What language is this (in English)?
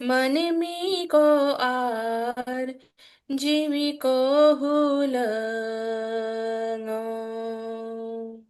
Santali